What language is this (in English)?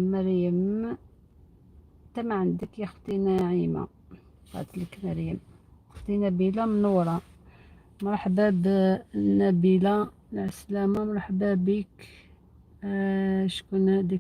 Algerian Arabic